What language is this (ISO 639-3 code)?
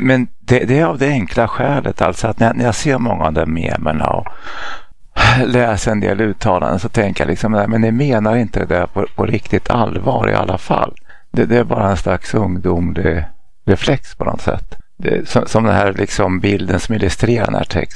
swe